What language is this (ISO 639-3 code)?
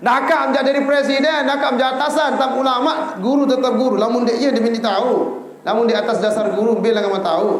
sas